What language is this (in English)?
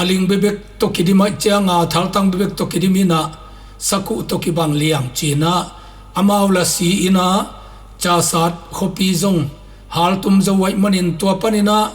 Tedim Chin